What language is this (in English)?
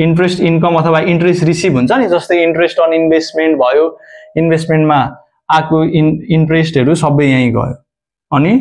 Nepali